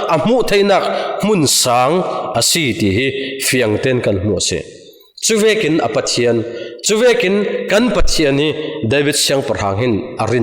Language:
Falam Chin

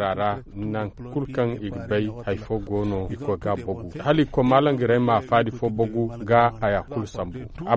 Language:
Zarma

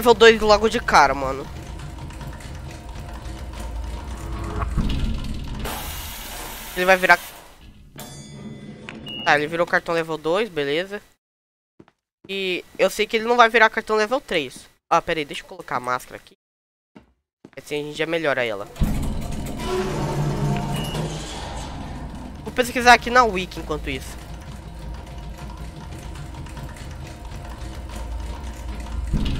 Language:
Portuguese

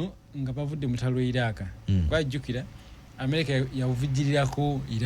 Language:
Ganda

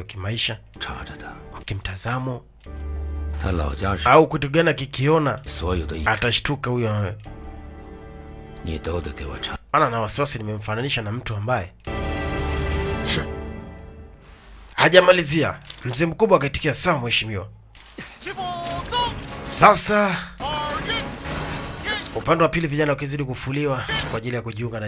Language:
Swahili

